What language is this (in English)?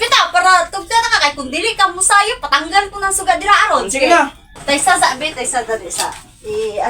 Cebuano